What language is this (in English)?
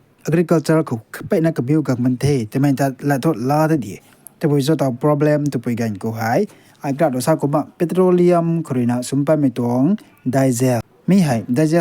Rongmei Naga